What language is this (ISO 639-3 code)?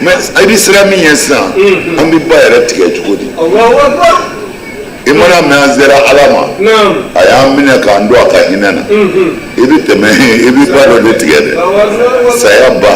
bam